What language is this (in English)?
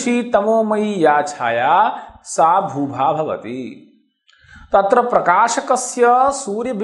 Sanskrit